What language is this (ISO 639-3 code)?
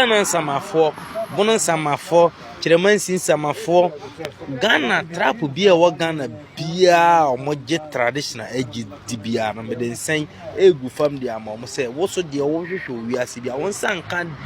aka